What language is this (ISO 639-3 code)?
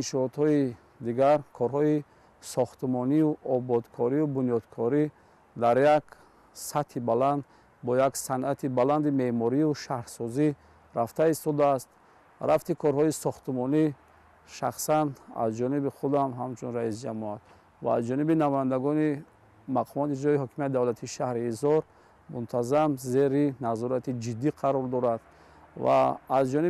tgk